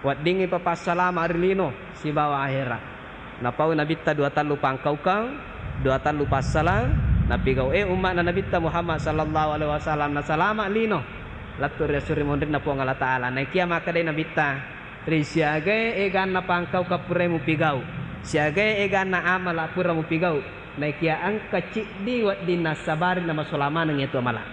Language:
Buginese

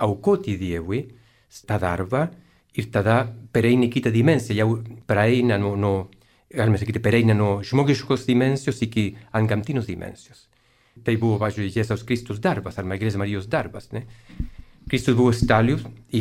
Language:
Lithuanian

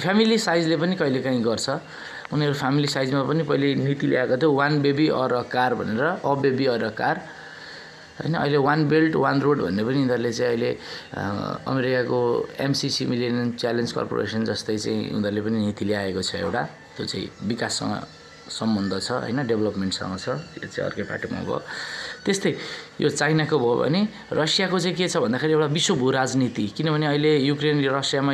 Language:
Nepali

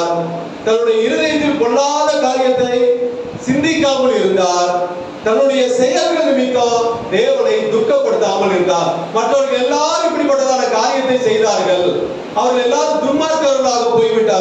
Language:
Tamil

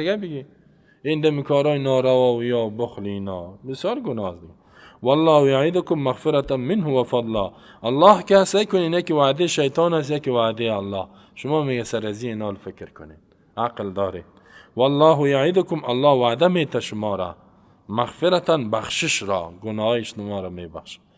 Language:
Persian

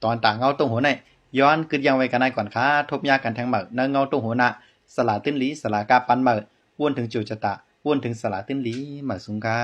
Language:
Shan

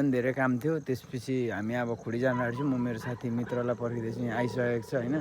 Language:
Nepali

